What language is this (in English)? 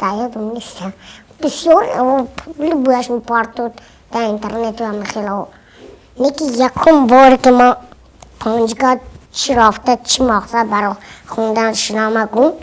Tajik